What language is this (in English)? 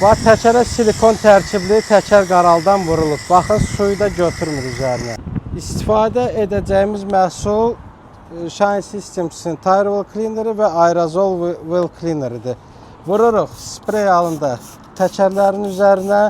Azerbaijani